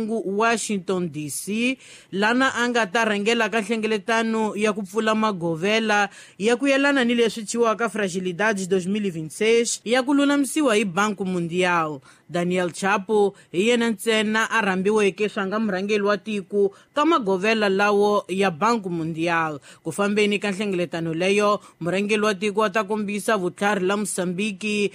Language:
Tsonga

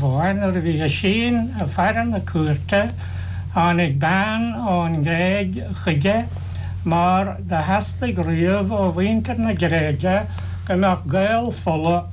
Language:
Irish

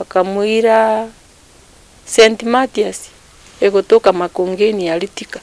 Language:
Gusii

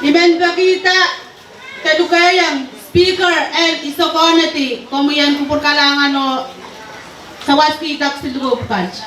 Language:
Pohnpeian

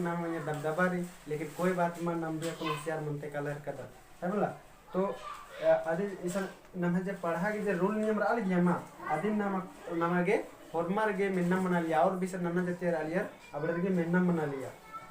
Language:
Kurukh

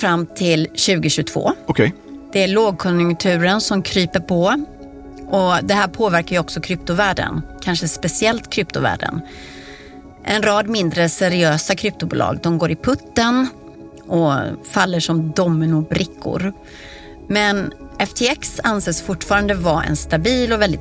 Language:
Swedish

